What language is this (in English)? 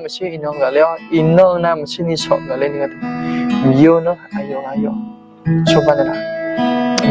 Akha